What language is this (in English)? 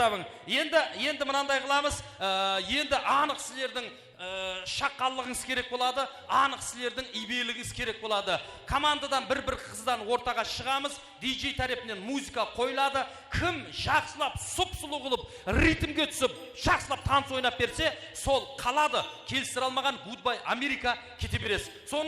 Kara-Kalpak